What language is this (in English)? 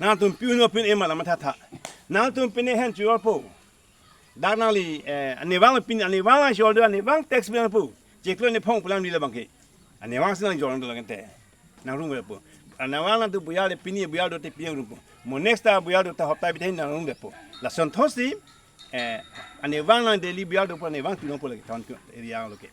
Karbi